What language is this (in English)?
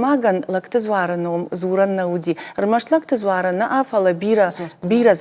Ossetic